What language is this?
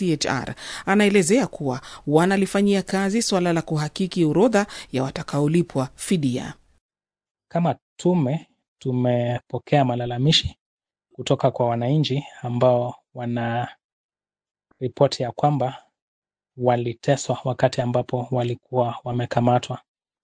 Swahili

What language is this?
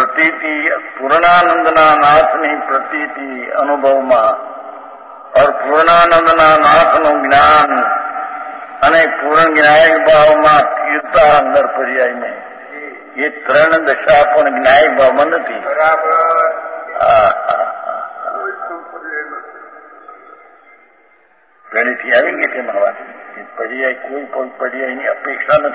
Gujarati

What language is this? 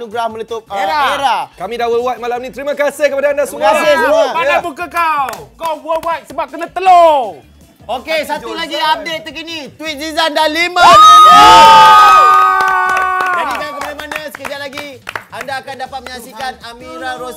Malay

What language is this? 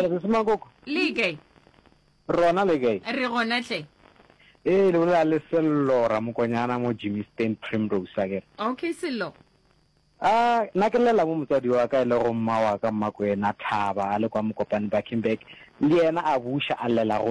Northern Sotho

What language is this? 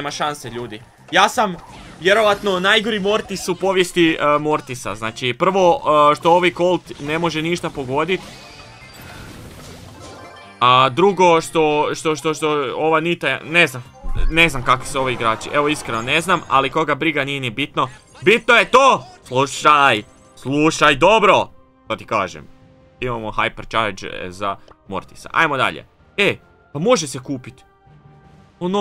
Croatian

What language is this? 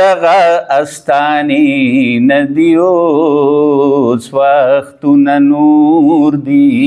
Pashto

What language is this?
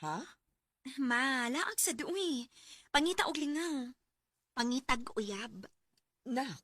Cebuano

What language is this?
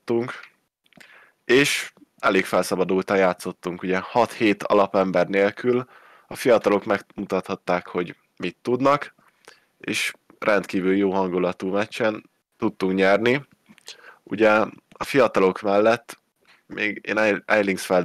Hungarian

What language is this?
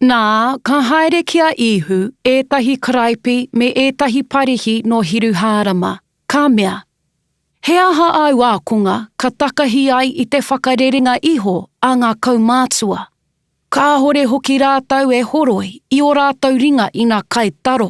Māori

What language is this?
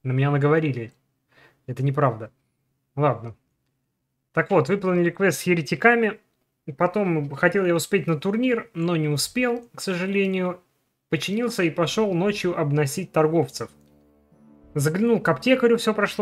Russian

